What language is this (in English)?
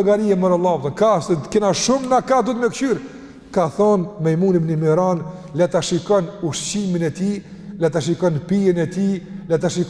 Albanian